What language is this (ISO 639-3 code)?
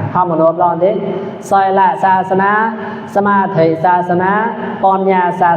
mnw